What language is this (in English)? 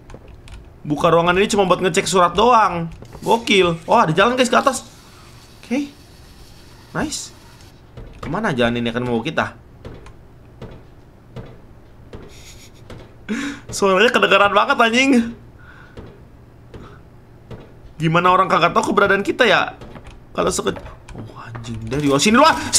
Indonesian